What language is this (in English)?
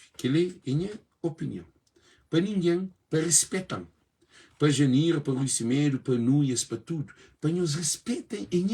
Kabuverdianu